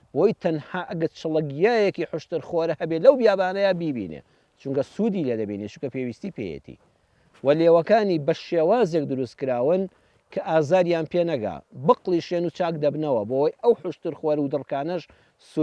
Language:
Central Kurdish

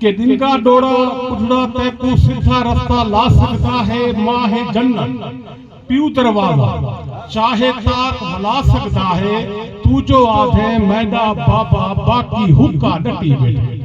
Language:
Saraiki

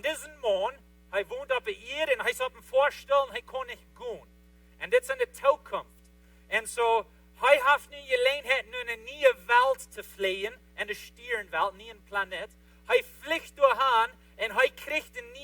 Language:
Plautdietsch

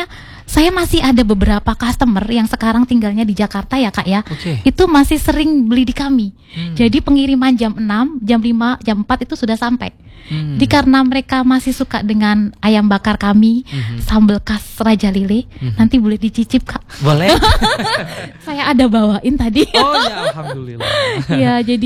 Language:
Indonesian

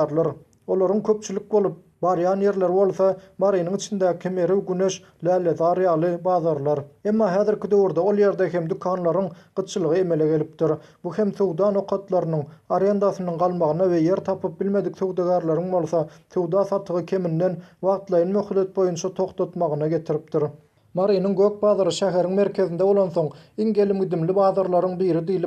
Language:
Turkmen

